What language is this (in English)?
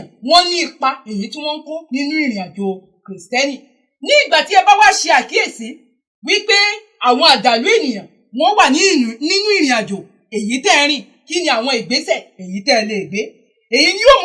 Yoruba